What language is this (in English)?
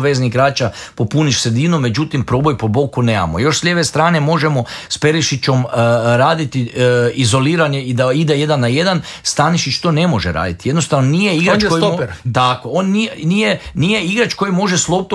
Croatian